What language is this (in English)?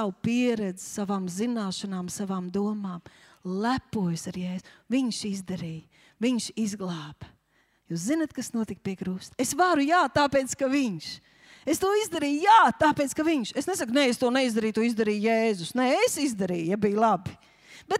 Latvian